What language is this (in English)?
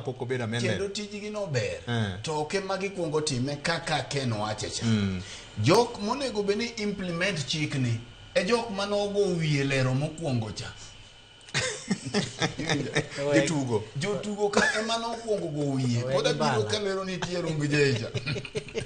Luo (Kenya and Tanzania)